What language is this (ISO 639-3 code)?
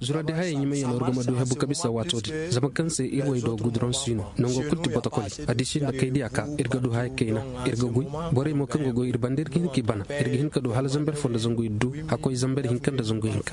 dje